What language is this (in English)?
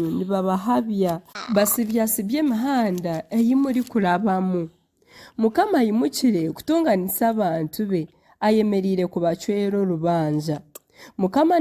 Nyankole